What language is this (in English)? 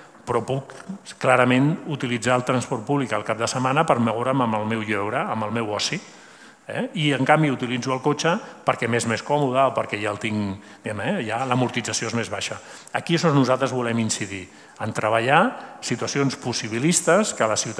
Catalan